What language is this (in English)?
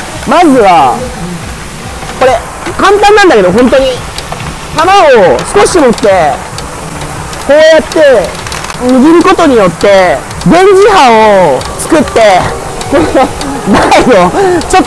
Japanese